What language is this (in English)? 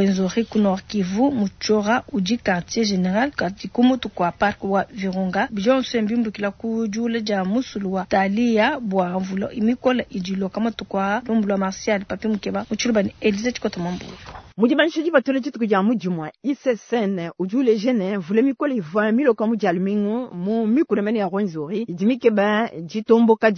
Luba-Lulua